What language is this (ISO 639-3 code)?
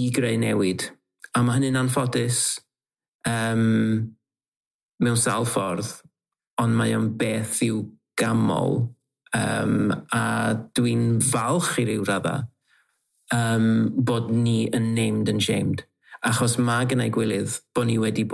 cym